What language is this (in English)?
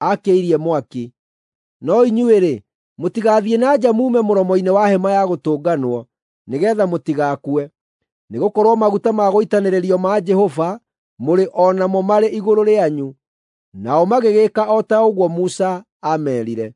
Kikuyu